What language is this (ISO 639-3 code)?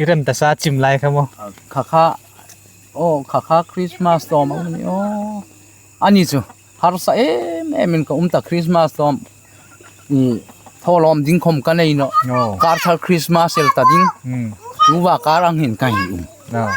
hmr